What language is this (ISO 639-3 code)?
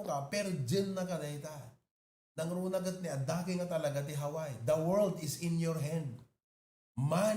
ilo